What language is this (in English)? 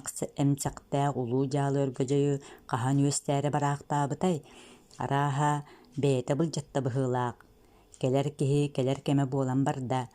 Yakut